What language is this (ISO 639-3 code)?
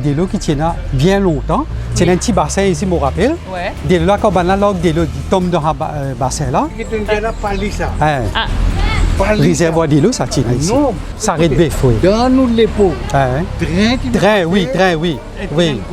mfe